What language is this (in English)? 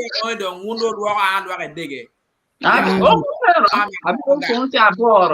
Acoli